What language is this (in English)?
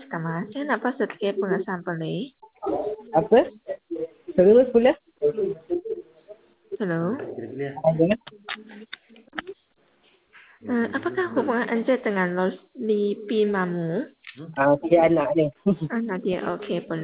Malay